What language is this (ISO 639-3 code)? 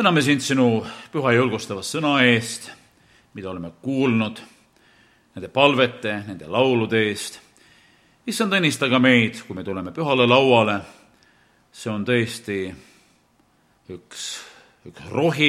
est